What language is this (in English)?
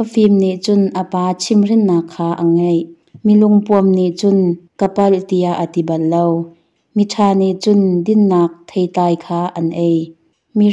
Hakha Chin